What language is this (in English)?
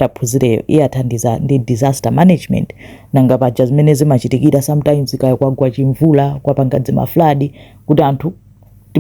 Nyanja